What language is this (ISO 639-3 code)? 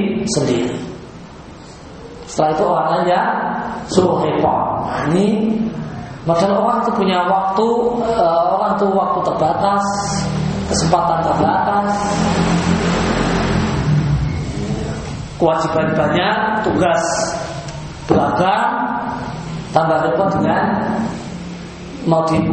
ind